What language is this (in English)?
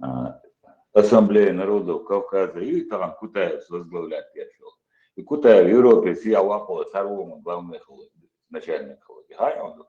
Chechen